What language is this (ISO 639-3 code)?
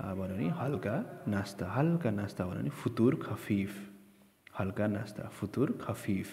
nep